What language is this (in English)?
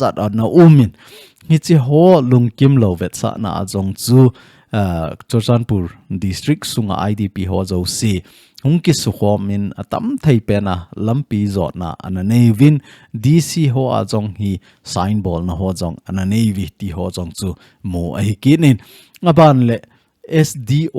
Thado Chin